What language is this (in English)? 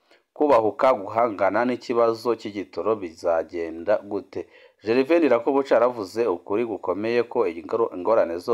Rundi